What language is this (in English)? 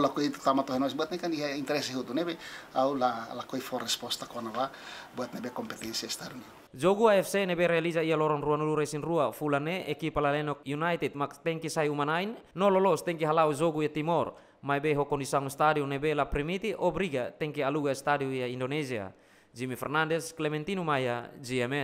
Tetum